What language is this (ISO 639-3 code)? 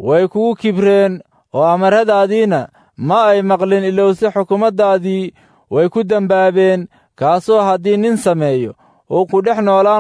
som